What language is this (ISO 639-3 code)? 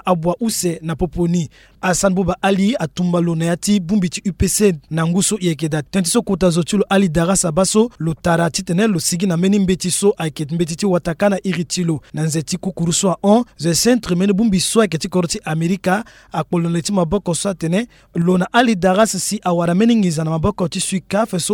sag